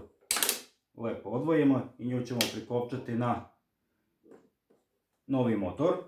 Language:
Croatian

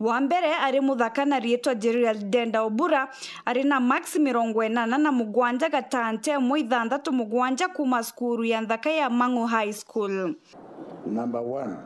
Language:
Meru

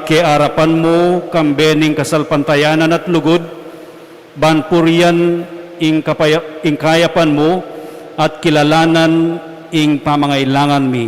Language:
Pampanga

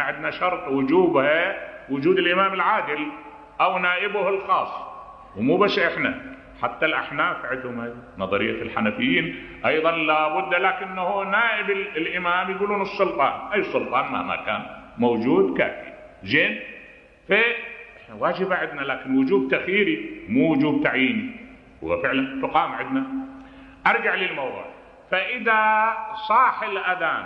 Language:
Mesopotamian Arabic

